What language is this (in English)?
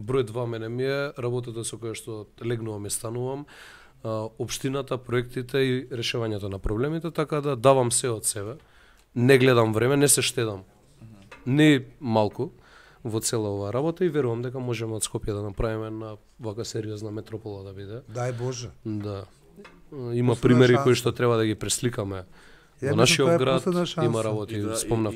Macedonian